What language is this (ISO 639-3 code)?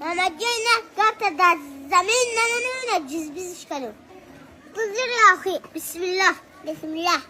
tgk